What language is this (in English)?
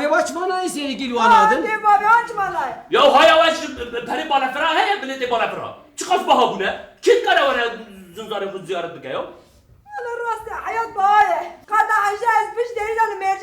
Kurdish